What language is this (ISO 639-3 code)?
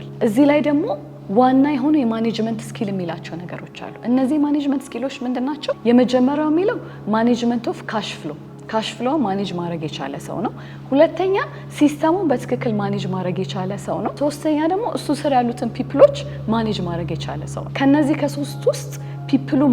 amh